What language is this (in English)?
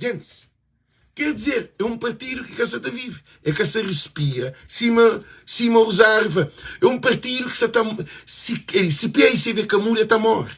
Kabuverdianu